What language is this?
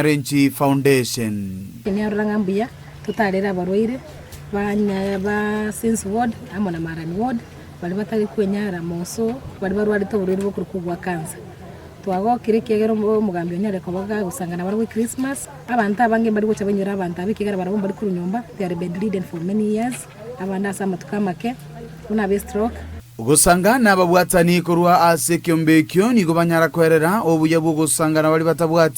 Gusii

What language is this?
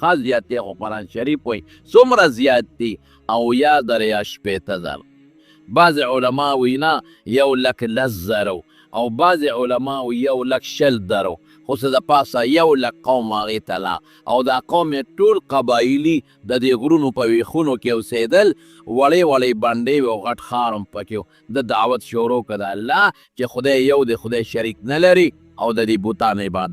Pashto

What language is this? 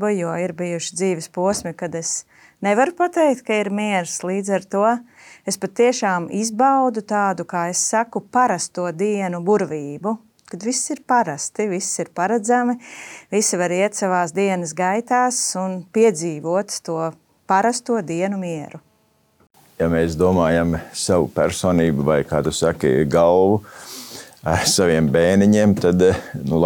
Latvian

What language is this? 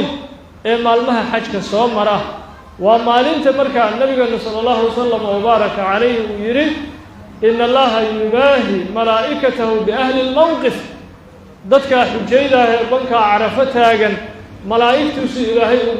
Somali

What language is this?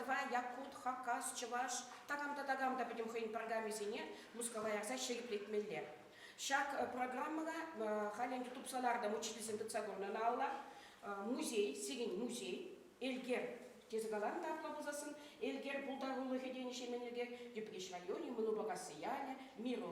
Chuvash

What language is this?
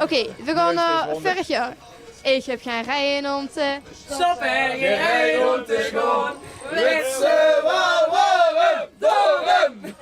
Limburgish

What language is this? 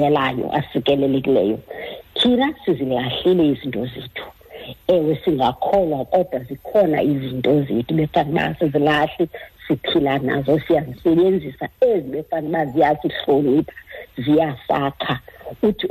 Xhosa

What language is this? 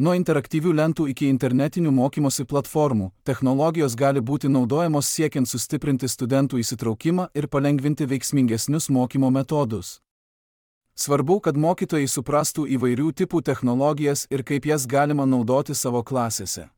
Lithuanian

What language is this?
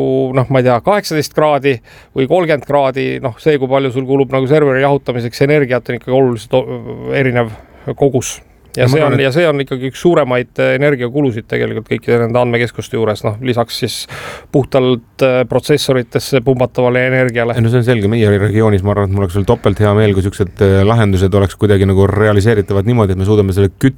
Estonian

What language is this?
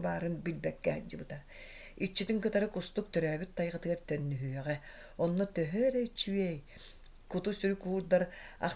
Yakut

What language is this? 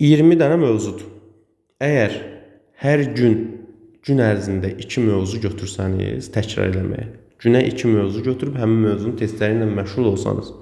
Azerbaijani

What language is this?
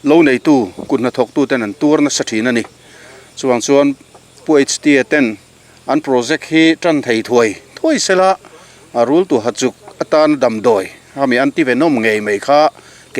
Mizo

